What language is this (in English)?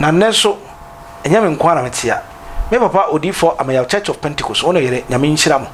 Akan